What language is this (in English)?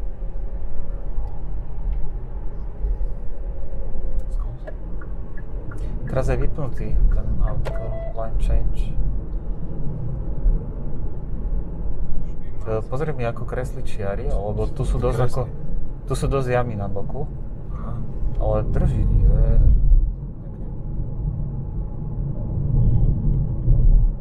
Slovak